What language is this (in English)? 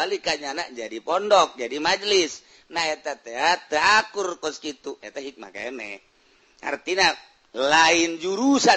Sundanese